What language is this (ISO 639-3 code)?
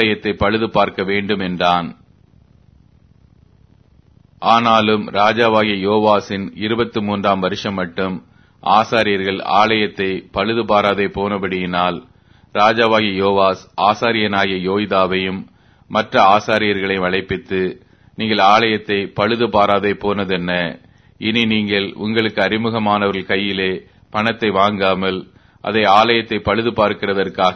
tam